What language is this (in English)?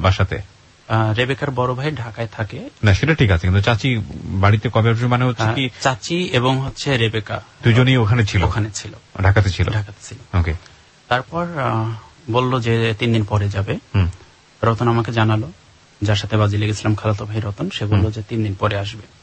Bangla